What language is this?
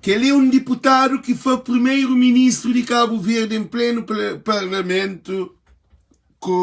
Kabuverdianu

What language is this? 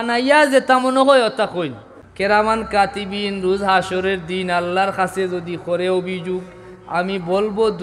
Sylheti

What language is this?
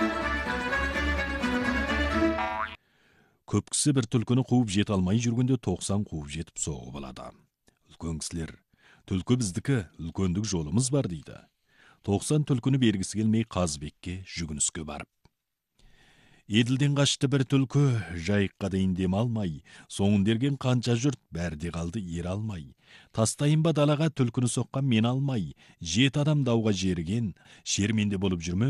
Kazakh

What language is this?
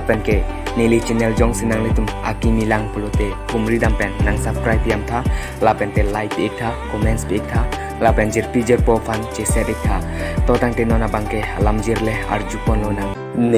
Karbi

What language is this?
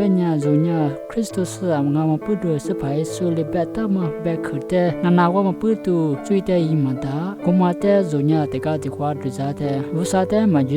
Lisu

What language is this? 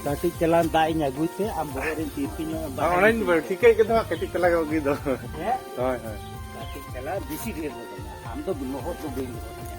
Santali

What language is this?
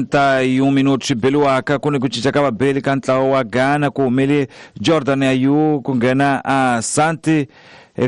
Tsonga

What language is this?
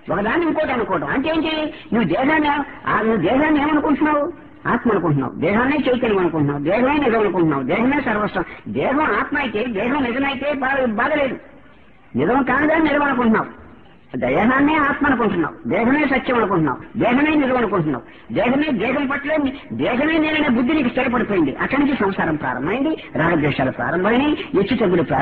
Telugu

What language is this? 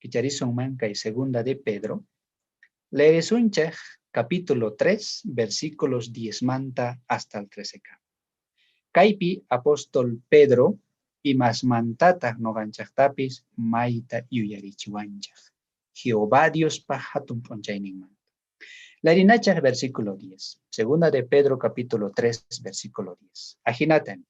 South Bolivian Quechua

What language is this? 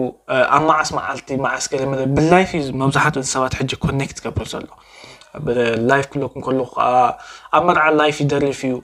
Tigrinya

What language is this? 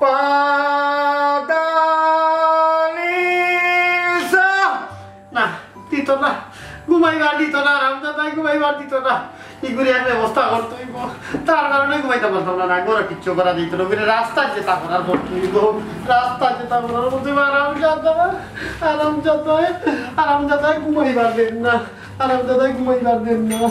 Sylheti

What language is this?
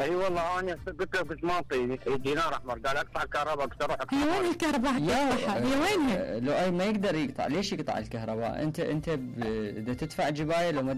Mesopotamian Arabic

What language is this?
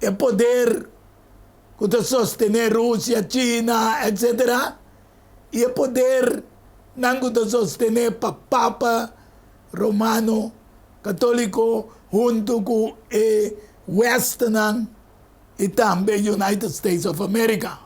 Papiamento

